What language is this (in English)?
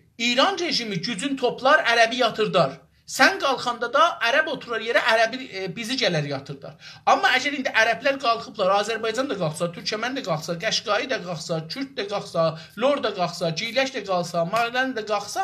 South Azerbaijani